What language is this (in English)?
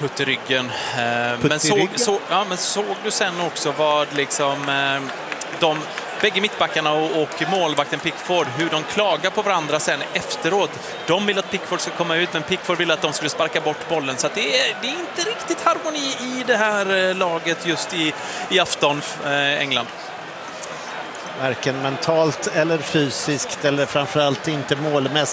Swedish